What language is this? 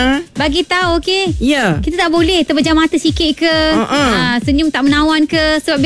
Malay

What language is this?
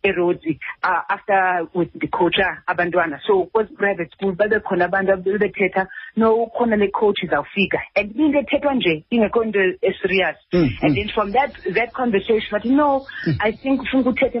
Xhosa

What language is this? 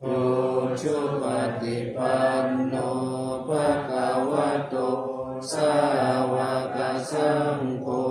Pali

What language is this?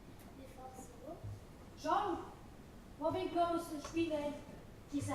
Romansh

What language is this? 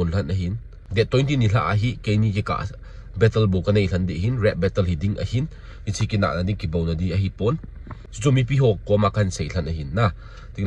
Thado Chin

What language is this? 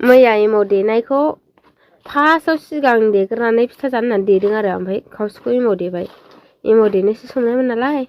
Bodo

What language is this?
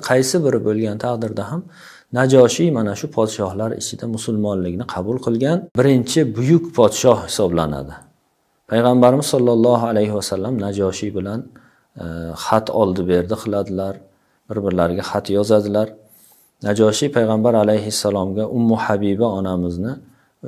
Uzbek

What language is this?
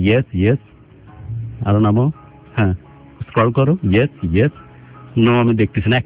Bangla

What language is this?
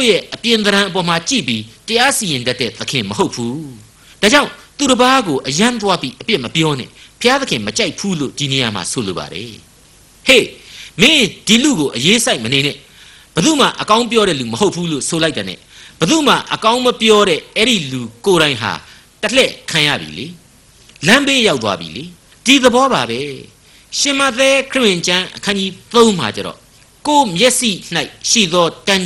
Burmese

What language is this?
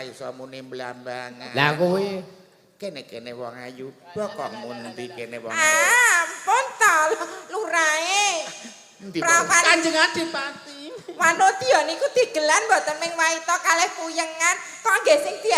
Javanese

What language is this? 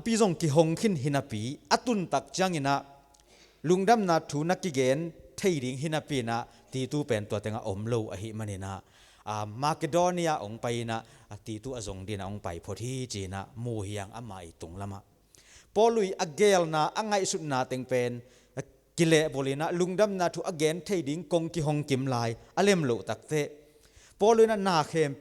Tedim Chin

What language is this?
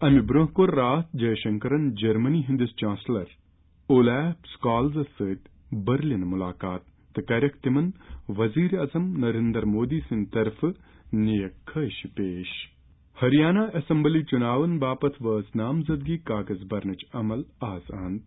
Kashmiri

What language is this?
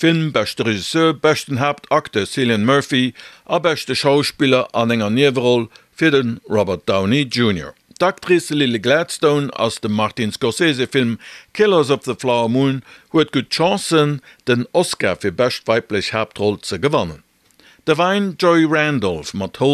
Luxembourgish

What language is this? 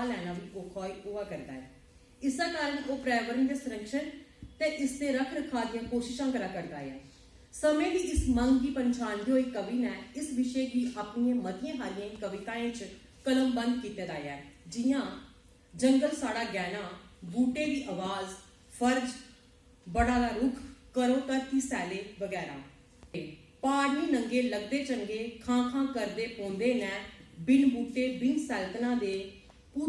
Dogri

